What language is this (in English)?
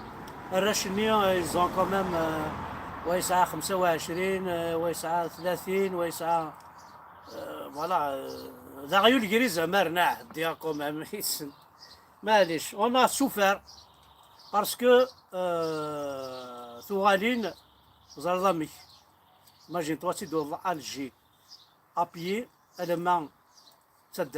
Kabyle